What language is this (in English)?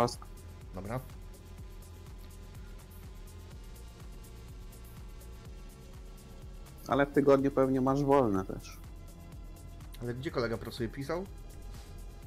Polish